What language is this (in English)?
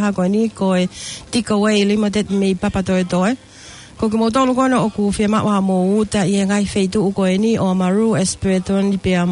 Tongan